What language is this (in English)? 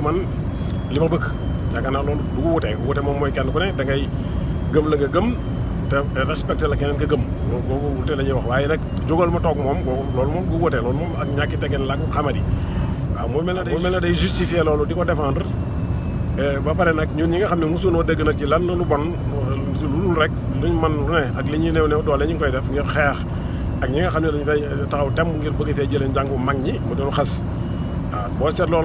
Wolof